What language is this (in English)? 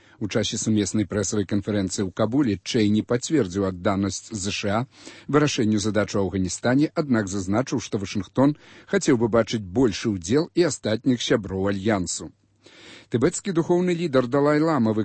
Belarusian